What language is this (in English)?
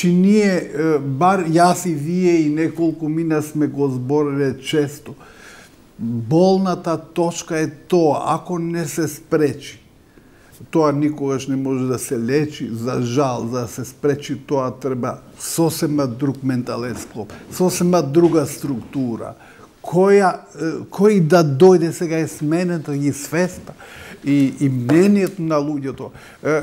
Macedonian